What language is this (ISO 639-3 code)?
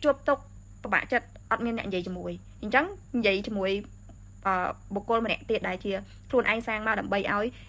khm